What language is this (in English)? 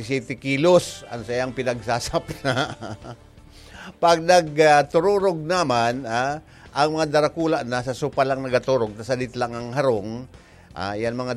Bikol